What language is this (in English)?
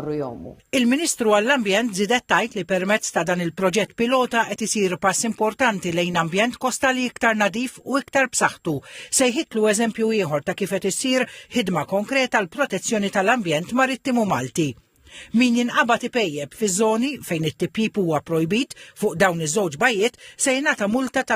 Maltese